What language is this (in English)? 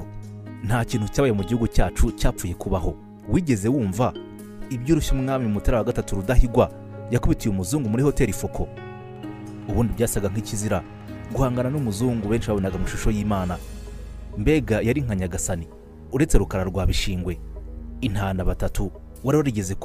Kinyarwanda